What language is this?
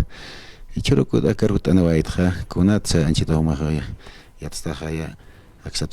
Aymara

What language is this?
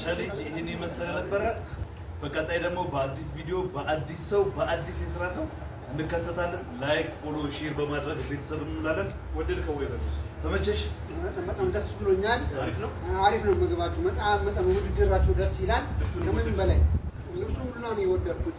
Amharic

